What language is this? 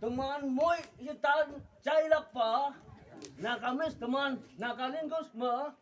Naga Pidgin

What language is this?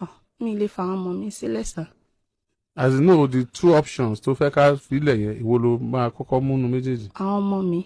Yoruba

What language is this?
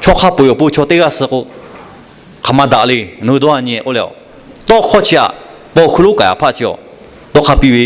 Lahu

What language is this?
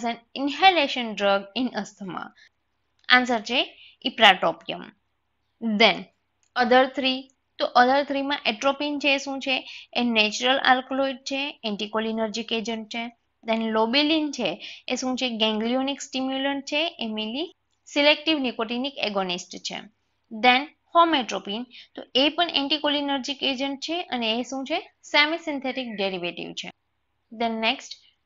Gujarati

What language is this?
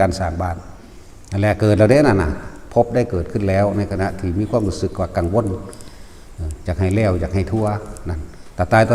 Northeastern Thai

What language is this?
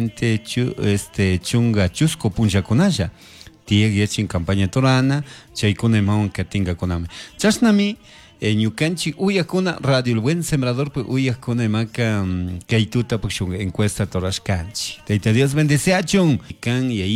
Chimborazo Highland Quichua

